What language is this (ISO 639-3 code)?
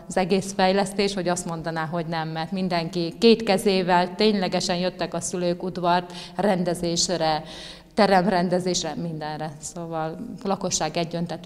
hun